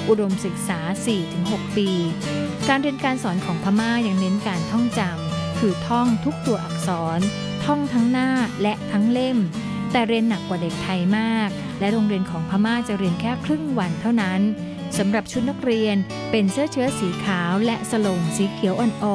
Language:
Thai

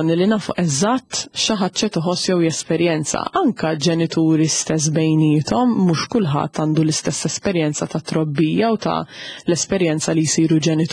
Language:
Maltese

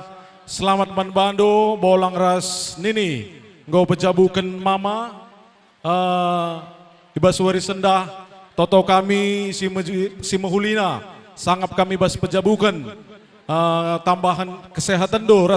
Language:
Batak Karo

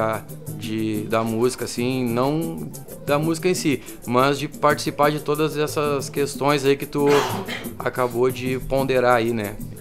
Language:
Portuguese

